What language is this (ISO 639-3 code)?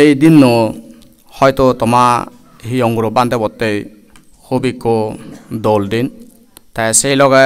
ccp